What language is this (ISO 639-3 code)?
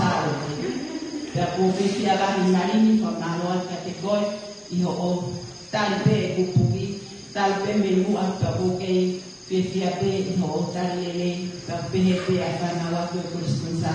ton